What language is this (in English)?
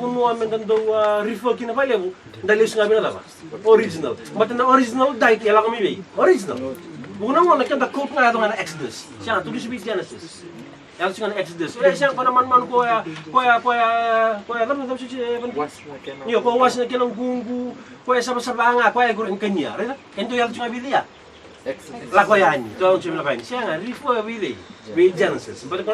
Fijian